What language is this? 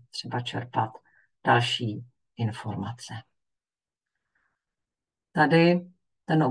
Czech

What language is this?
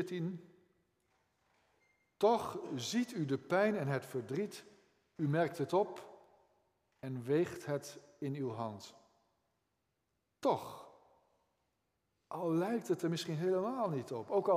Dutch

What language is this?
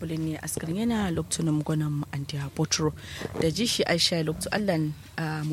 Kanuri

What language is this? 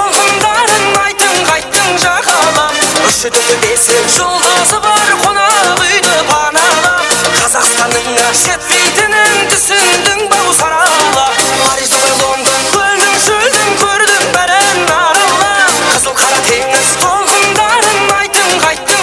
Kara-Kalpak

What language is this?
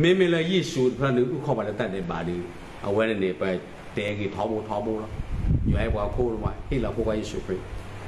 S'gaw Karen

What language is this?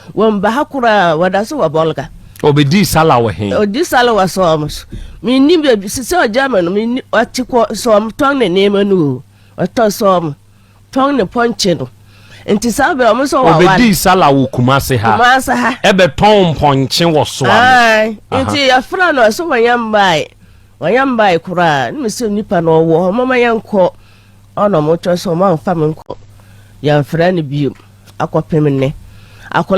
Akan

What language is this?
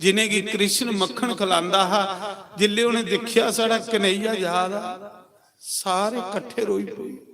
Dogri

